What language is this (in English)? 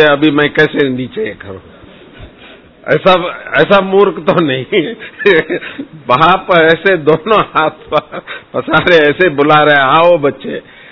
Hindi